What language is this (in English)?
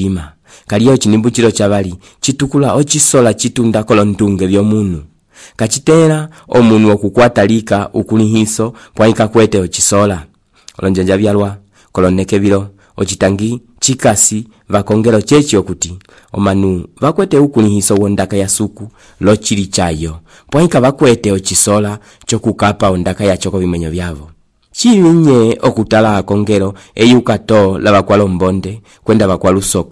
Umbundu